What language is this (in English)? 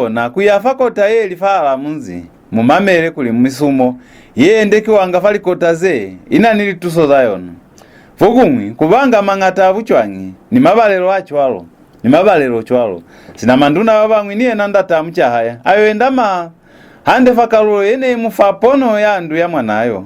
Lozi